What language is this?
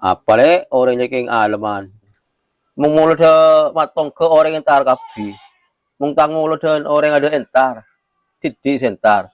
Madurese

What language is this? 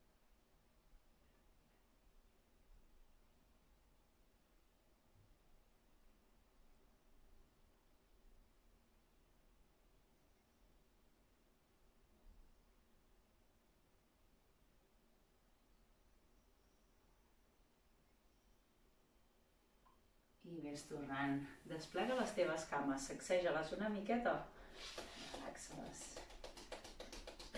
Catalan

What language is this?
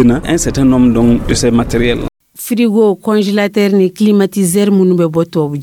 Dyula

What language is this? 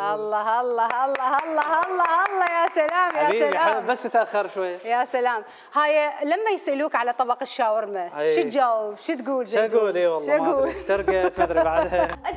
Mesopotamian Arabic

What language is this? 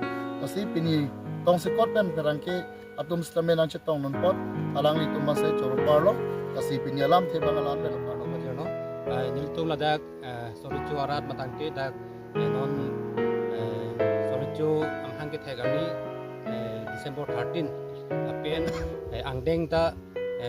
Karbi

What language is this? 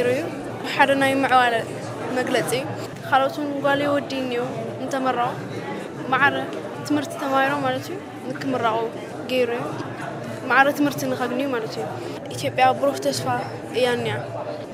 Tigrinya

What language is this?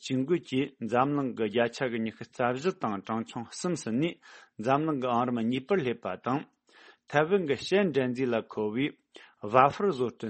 Tibetan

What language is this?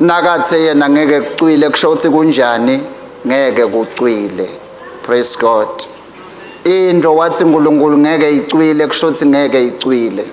Swati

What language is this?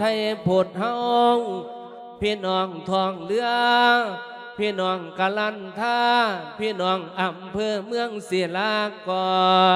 Lao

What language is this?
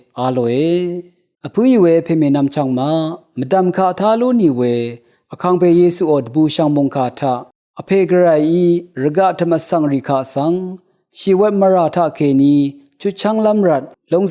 Rawang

